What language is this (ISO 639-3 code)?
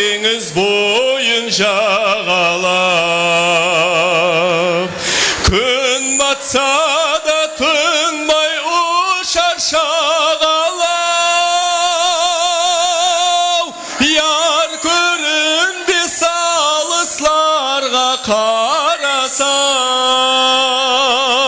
kaa